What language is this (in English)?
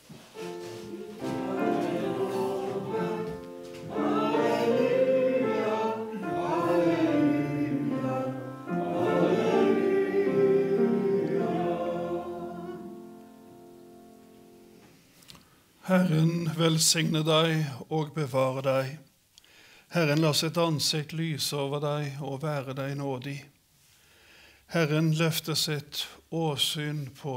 Norwegian